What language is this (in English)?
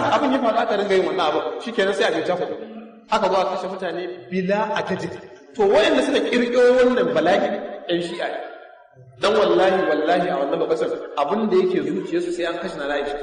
Hausa